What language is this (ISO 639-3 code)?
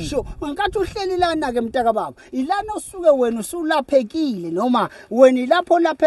zul